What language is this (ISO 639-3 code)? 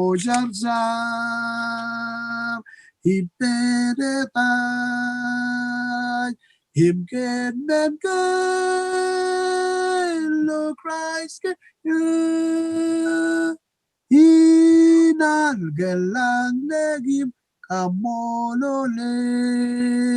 mah